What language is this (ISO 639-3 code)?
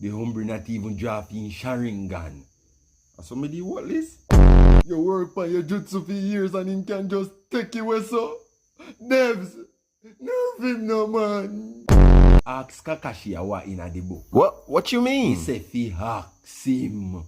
jam